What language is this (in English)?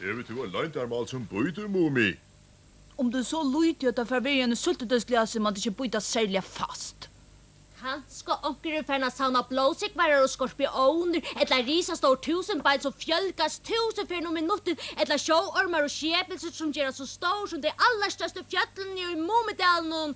Faroese